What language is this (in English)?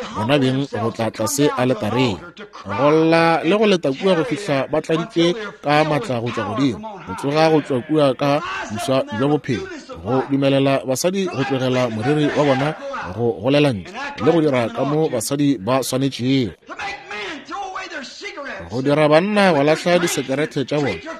Northern Sotho